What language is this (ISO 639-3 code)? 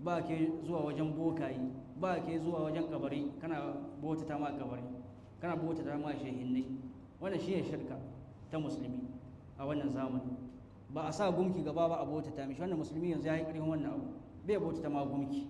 hau